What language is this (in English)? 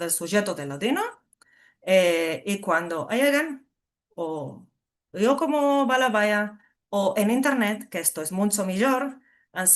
Ladino